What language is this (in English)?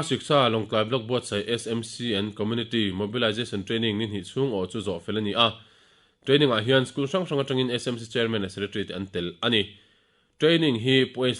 Mizo